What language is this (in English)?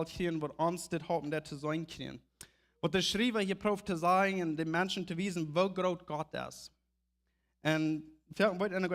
Plautdietsch